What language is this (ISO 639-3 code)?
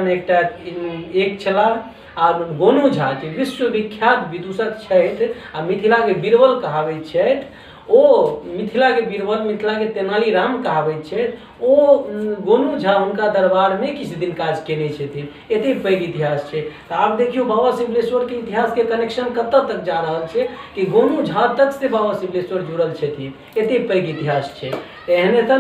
mai